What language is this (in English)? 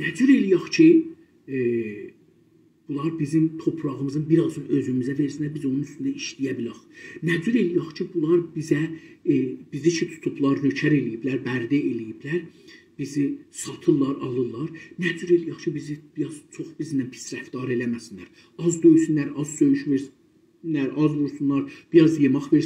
South Azerbaijani